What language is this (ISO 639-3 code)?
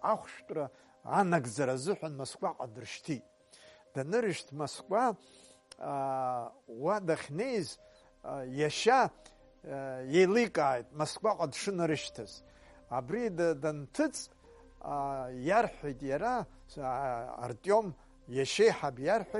abk